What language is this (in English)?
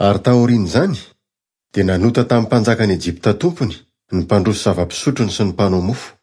Malagasy